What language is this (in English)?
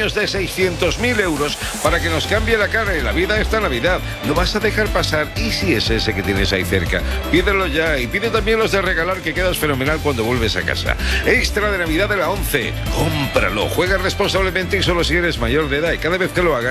Spanish